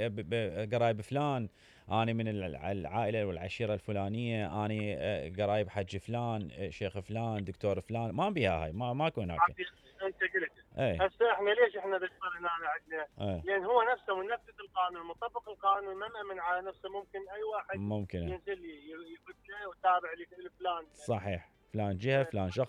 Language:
Mesopotamian Arabic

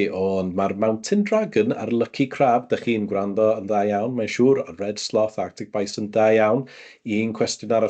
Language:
Welsh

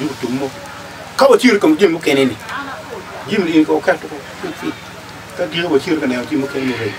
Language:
Acoli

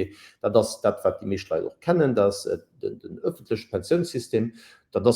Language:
Luxembourgish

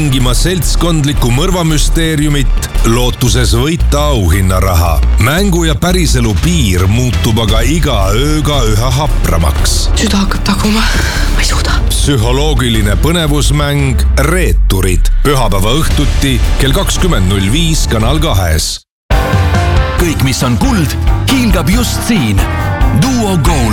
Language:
Estonian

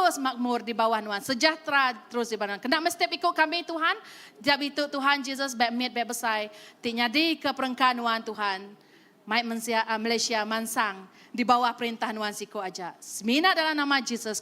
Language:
Iban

